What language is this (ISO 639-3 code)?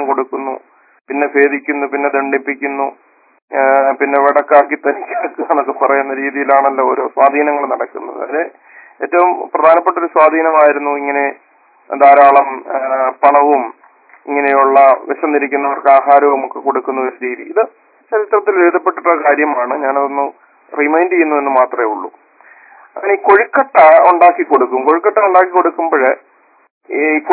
mal